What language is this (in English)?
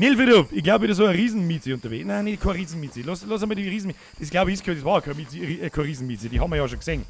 Bavarian